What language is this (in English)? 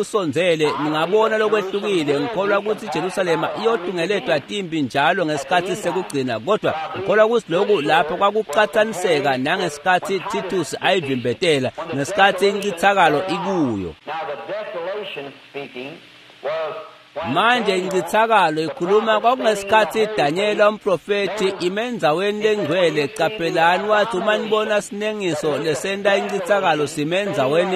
Swati